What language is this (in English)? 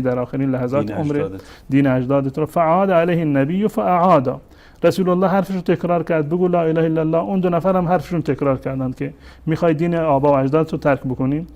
Persian